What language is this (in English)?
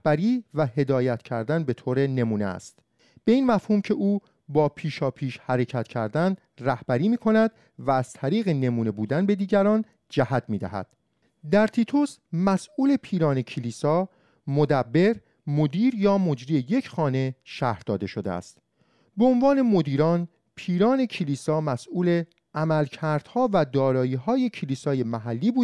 Persian